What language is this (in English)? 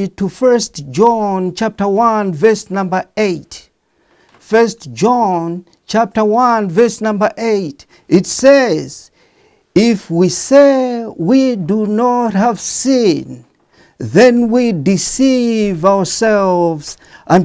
English